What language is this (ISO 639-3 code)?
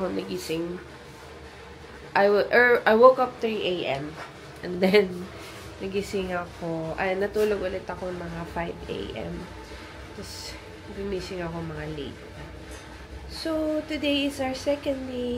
fil